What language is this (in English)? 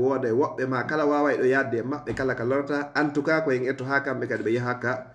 Fula